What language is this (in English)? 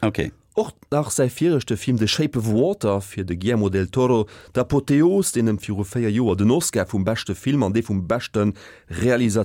Luxembourgish